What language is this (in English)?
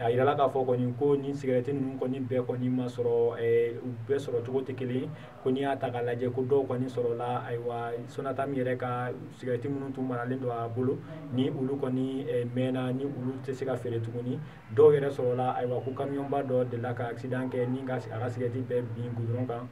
Bambara